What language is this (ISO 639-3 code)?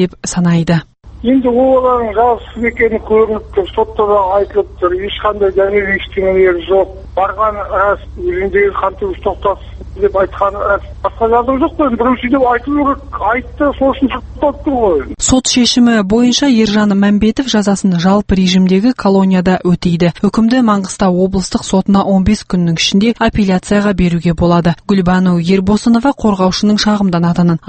kaz